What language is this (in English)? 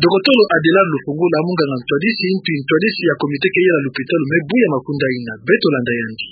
Kituba (Democratic Republic of Congo)